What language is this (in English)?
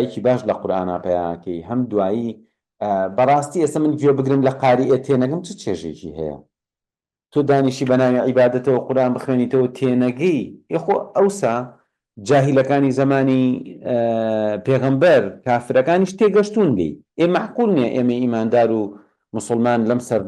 Central Kurdish